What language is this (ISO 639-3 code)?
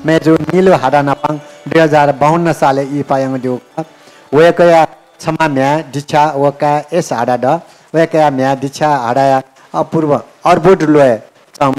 new